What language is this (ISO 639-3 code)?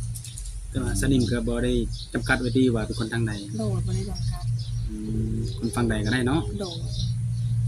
lao